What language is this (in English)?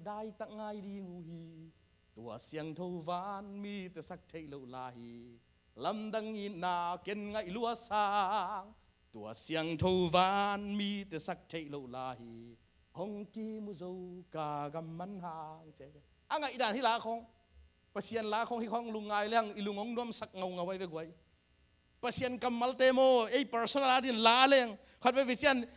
Tedim Chin